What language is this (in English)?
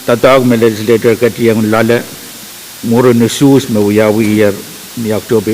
Pohnpeian